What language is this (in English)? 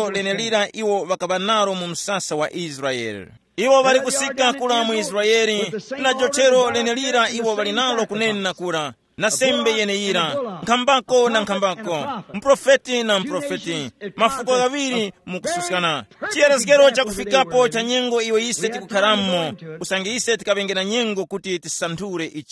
Tumbuka